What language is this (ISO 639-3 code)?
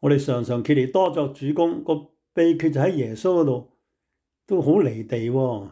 yue